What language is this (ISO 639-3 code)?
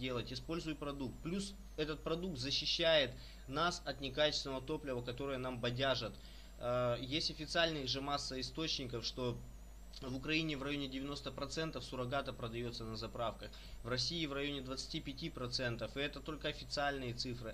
rus